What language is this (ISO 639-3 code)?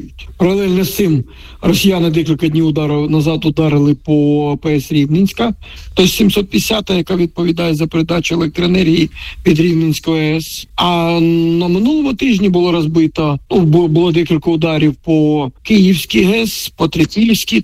ukr